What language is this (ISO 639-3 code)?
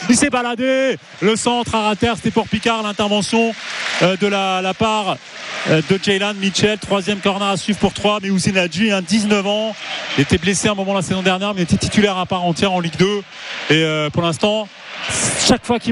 fra